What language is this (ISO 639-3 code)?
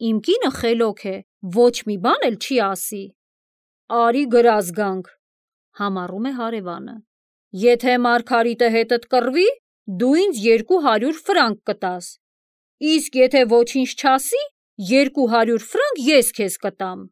hye